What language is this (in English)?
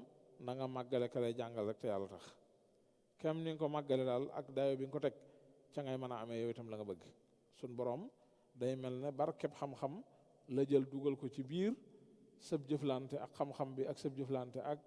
Wolof